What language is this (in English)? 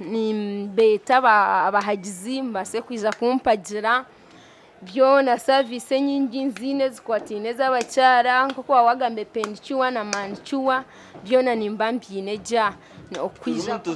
Nyankole